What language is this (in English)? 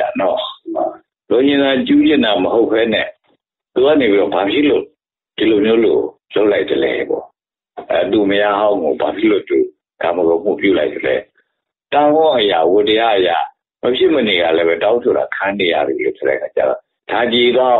Burmese